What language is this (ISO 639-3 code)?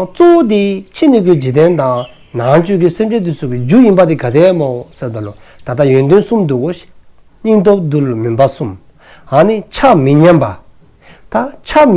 dzo